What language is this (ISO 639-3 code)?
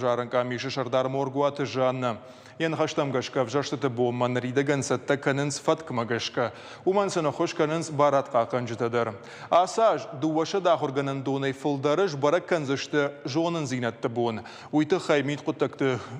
oss